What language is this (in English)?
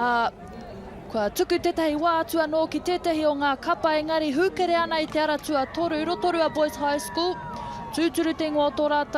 Māori